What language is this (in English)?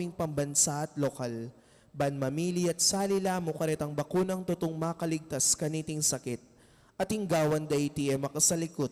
Pampanga